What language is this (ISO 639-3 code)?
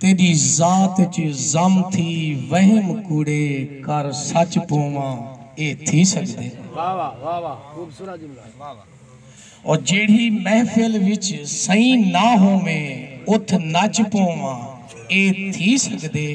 skr